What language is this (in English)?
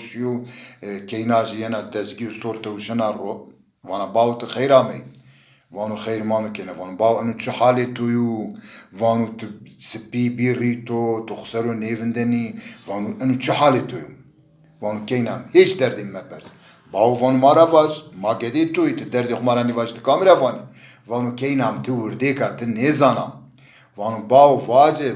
Zaza